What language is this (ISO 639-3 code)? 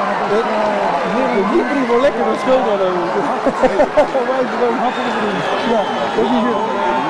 nld